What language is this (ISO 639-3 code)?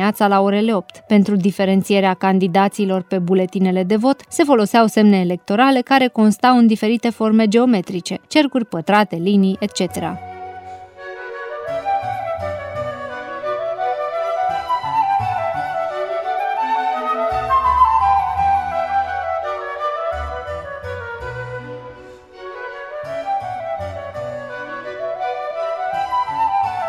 ron